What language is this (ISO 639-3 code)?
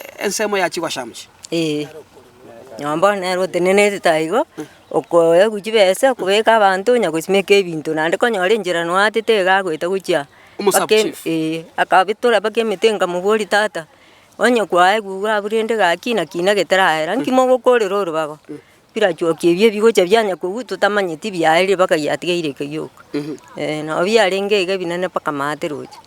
guz